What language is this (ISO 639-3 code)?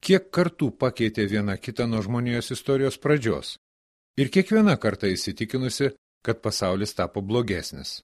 lit